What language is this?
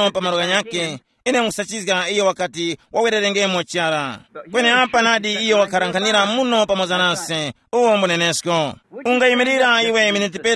Tumbuka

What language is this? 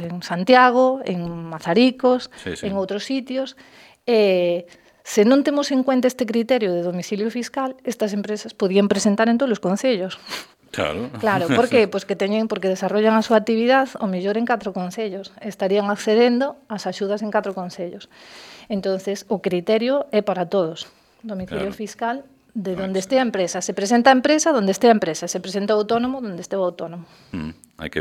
Galician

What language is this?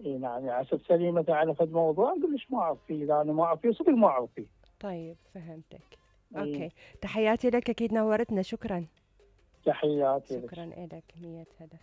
Mesopotamian Arabic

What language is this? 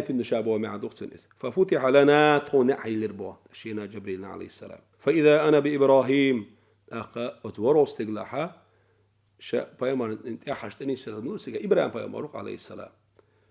Chechen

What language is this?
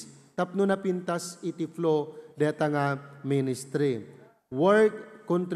Iloko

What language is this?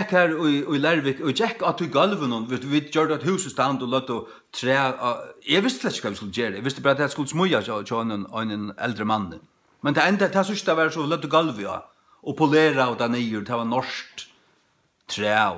Faroese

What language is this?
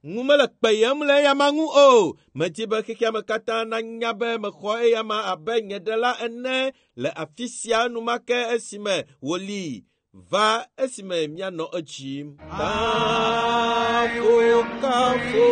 Ewe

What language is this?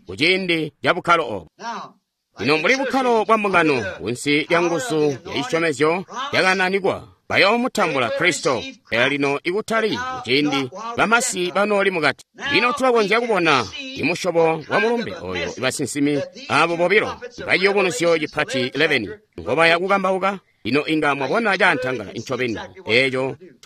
Tonga (Zambia)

